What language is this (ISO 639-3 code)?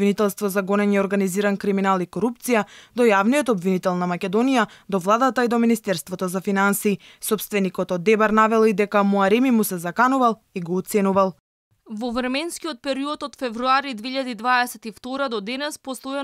mkd